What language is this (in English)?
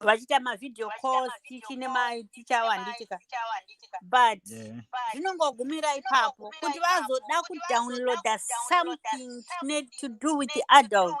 Shona